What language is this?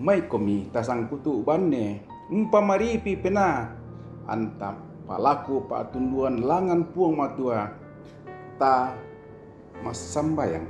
Toraja-Sa'dan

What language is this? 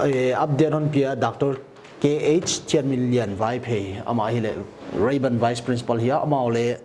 Paite Chin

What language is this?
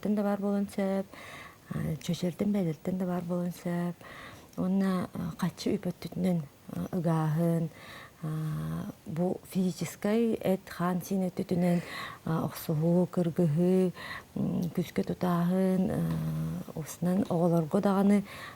Yakut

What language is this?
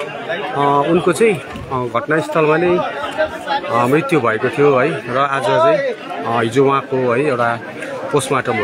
Nepali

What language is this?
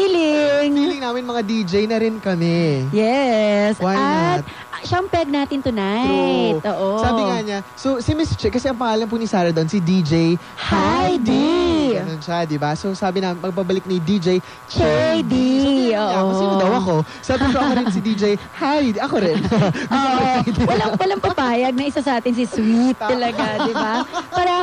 Filipino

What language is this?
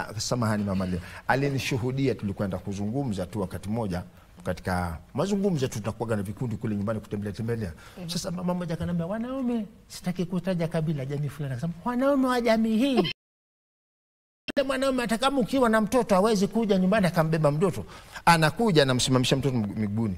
Swahili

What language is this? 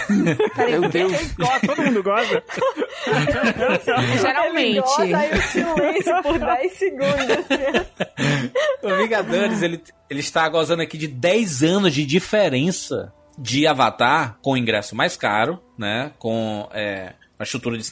Portuguese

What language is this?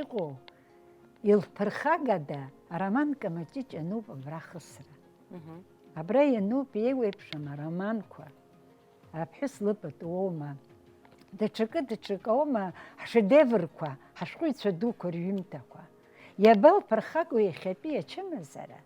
Abkhazian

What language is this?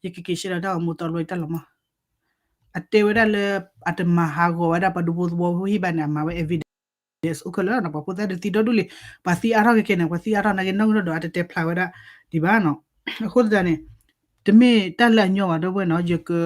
S'gaw Karen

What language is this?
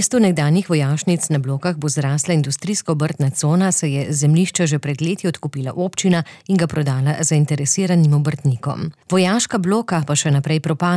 Slovenian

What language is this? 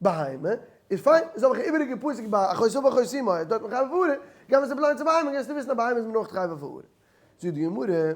Yiddish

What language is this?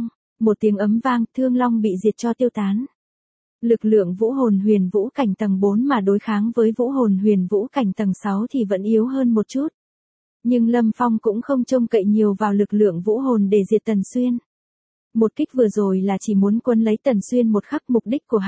Vietnamese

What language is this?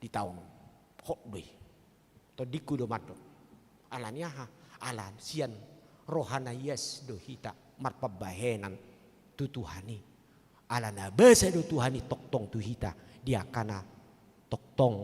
Batak Toba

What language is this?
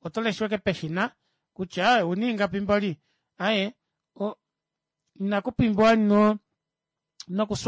Kuanyama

